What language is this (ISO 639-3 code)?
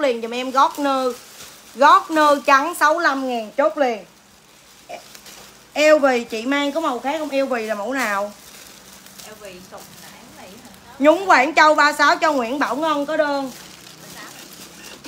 vie